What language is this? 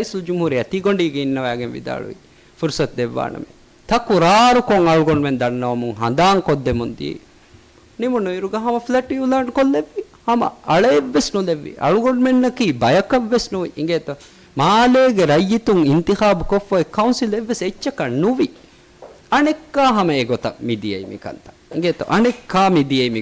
Divehi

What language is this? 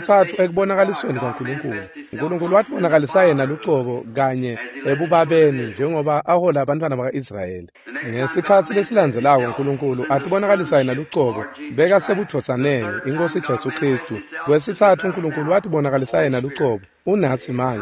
Swati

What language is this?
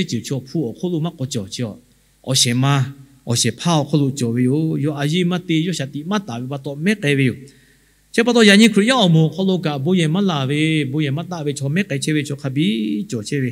Lahu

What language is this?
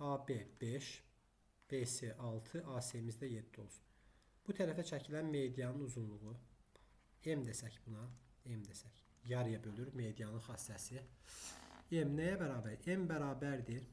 Azerbaijani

